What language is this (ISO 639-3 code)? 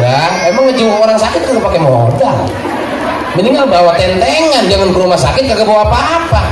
bew